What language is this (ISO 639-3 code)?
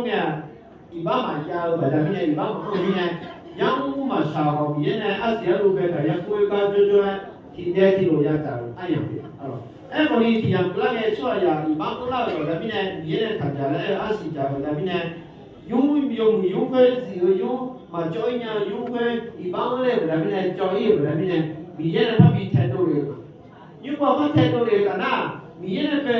ahk